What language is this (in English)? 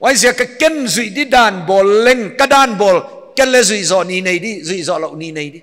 Paite Chin